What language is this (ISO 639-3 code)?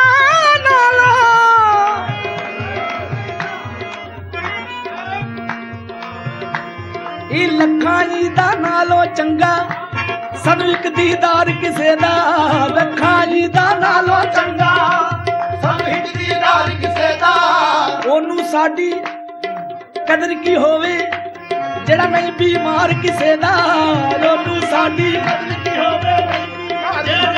pan